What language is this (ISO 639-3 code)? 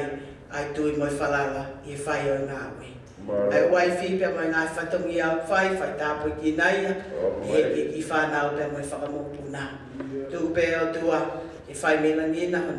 ton